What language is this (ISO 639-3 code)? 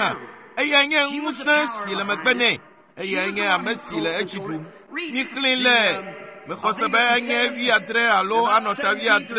ewe